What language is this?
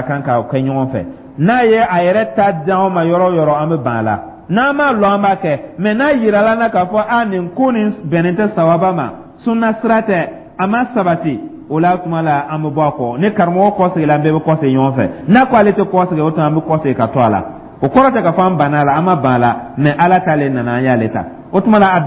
Dyula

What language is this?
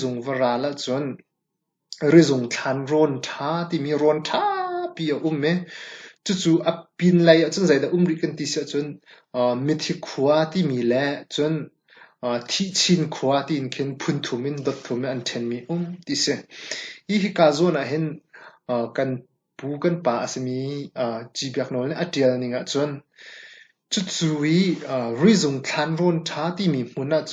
Hakha Chin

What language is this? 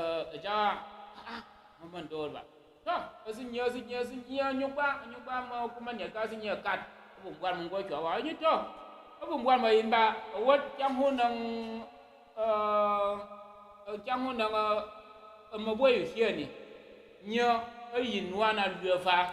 Tyap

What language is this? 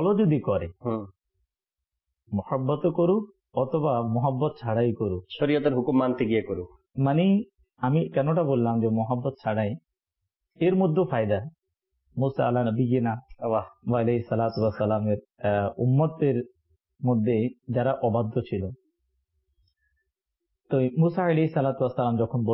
Bangla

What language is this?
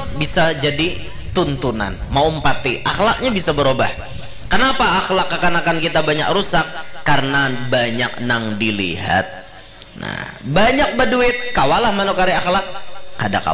Banjar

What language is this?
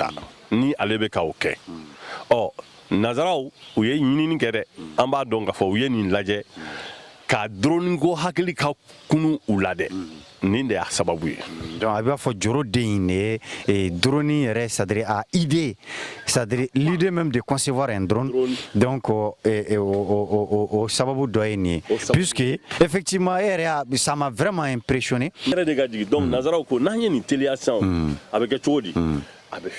Bambara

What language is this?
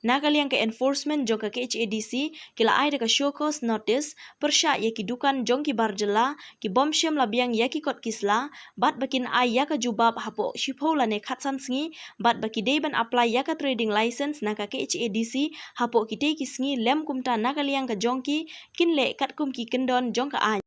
Khasi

